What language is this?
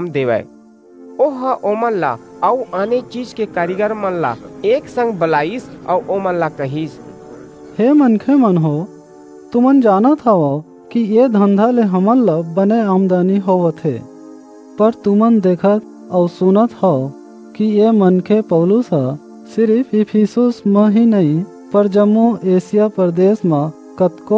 Chhattisgarhi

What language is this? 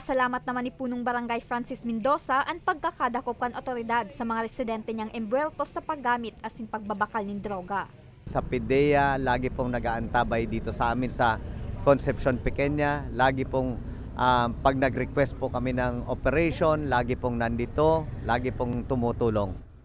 Bikol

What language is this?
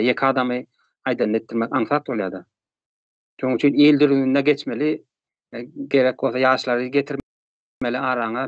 Turkmen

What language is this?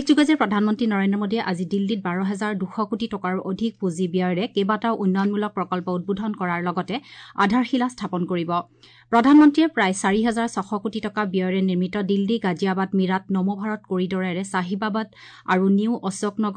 Assamese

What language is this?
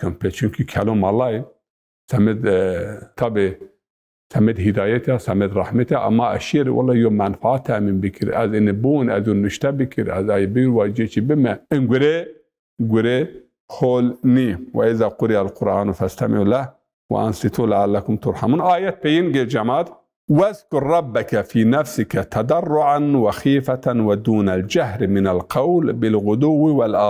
Zaza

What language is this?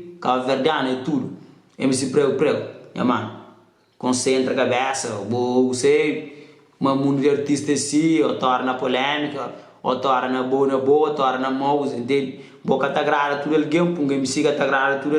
Kabuverdianu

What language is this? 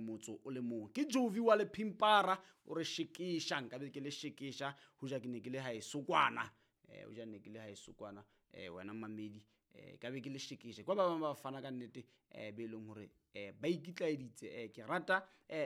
Southern Sotho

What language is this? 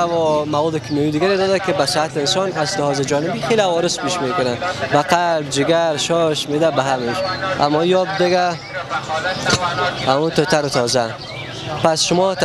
Persian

